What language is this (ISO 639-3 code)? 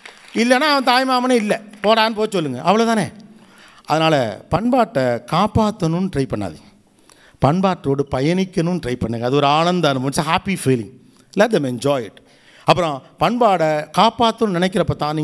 tam